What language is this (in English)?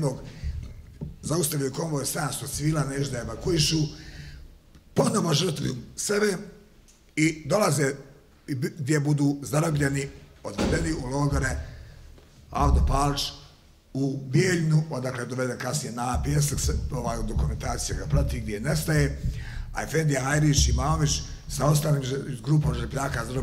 Bosnian